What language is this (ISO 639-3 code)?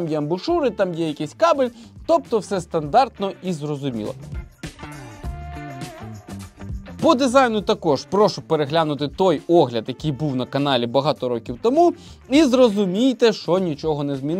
ukr